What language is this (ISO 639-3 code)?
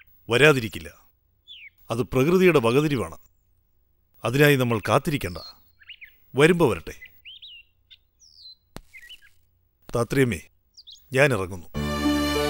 mal